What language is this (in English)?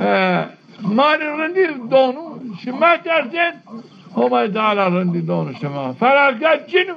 Zaza